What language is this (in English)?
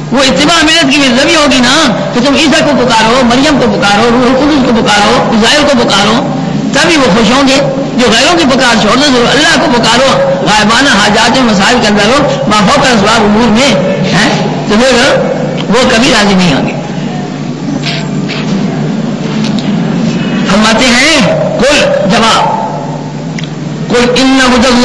Urdu